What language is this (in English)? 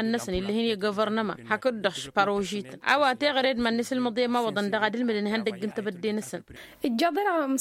Tamasheq